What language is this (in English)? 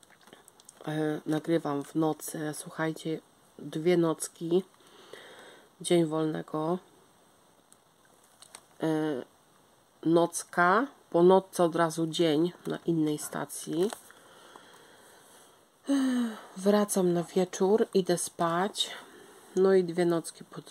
Polish